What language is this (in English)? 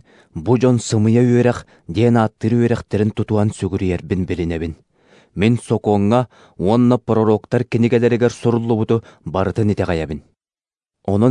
Yakut